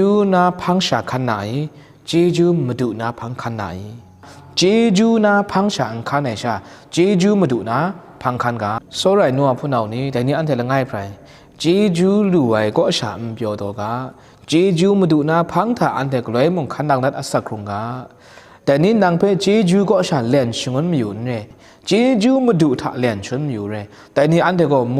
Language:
Kachin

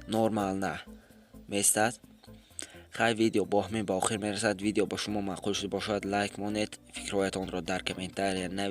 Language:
Tajik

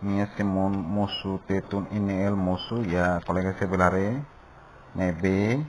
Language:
Tetum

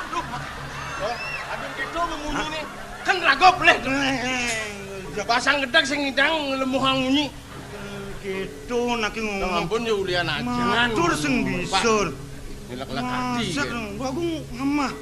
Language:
Balinese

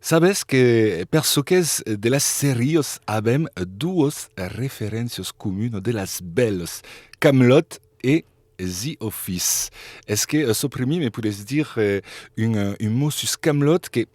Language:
Occitan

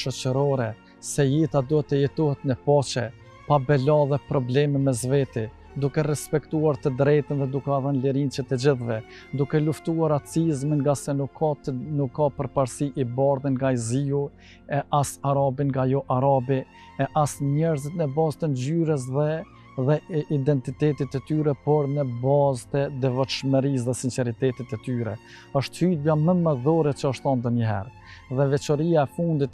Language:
Albanian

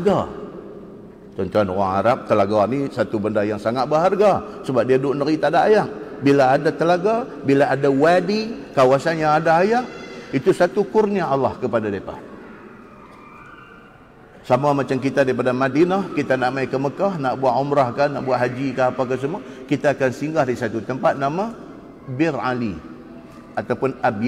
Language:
Malay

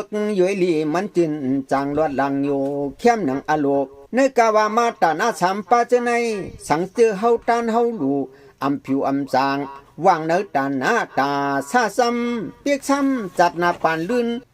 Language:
Shan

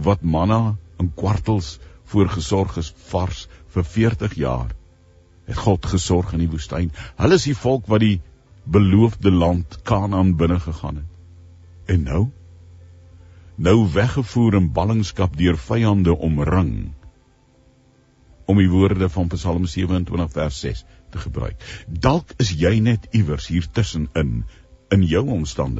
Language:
Afrikaans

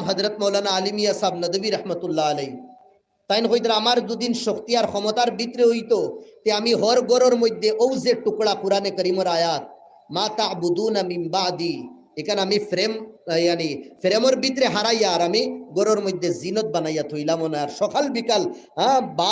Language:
Sylheti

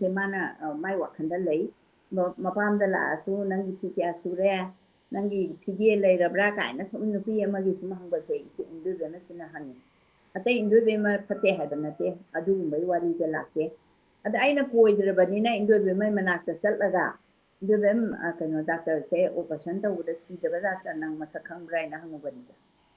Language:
Manipuri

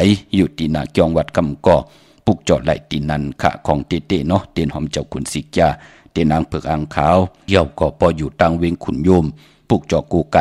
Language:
Shan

